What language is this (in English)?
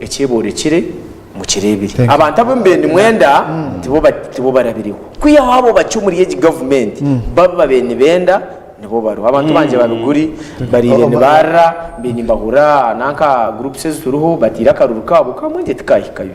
Nyankole